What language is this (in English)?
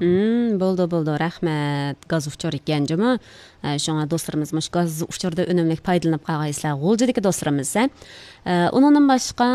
Uyghur